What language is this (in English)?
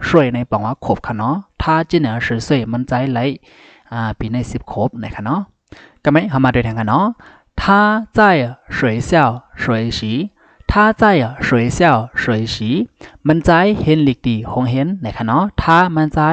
Shan